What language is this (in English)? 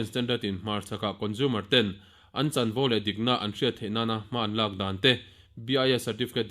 Mizo